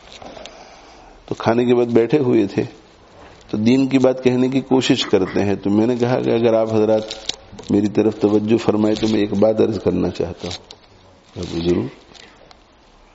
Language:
Urdu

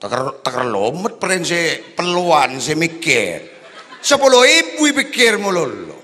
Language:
Madurese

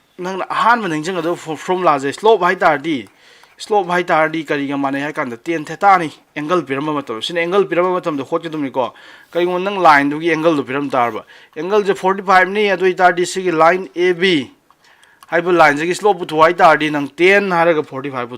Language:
Manipuri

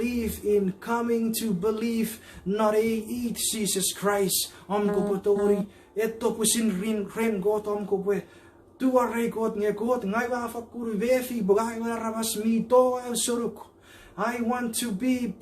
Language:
Chuukese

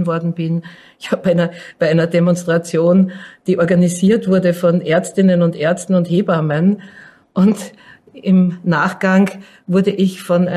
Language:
German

